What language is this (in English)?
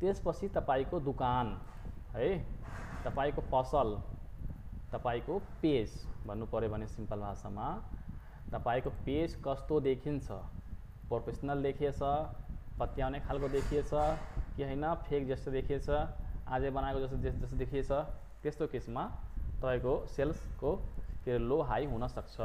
Nepali